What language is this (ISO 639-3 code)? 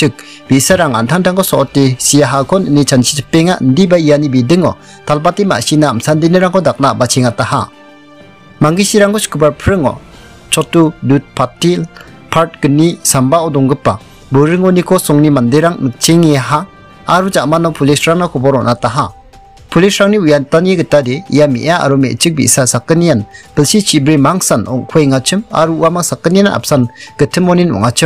grt